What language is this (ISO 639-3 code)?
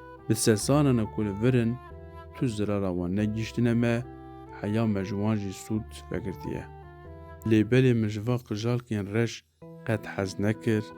kur